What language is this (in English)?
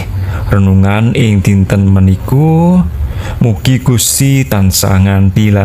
Javanese